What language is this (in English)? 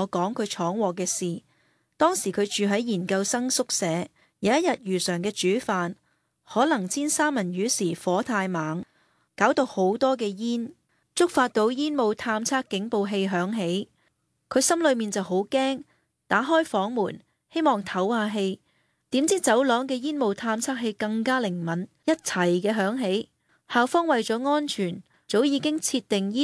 Cantonese